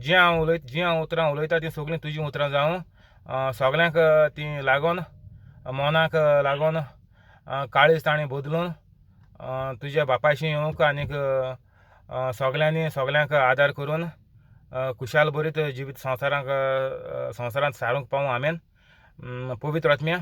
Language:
Konkani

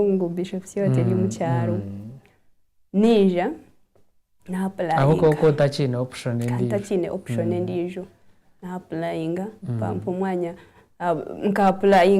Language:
Nyankole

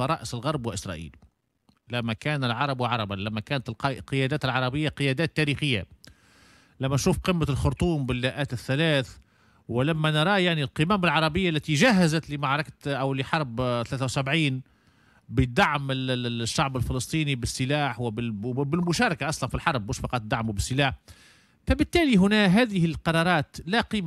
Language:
Tunisian Arabic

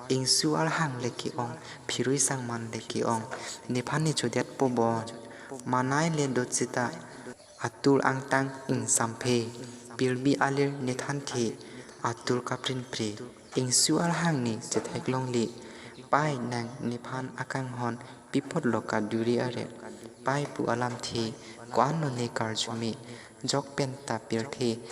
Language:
Karbi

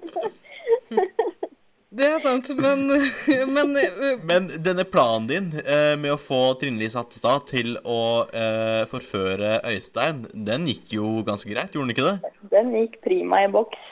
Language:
Norwegian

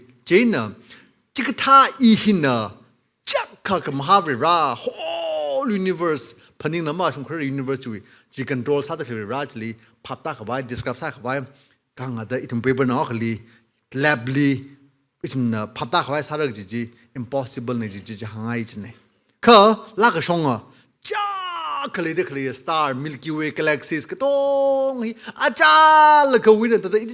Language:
Tangkhul Naga (India)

